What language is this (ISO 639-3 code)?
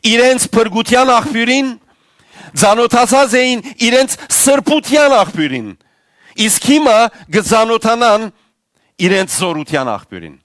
hyw